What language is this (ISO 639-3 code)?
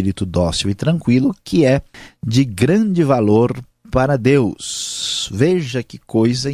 por